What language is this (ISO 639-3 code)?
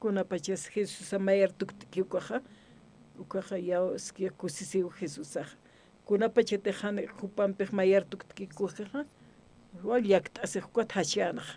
aym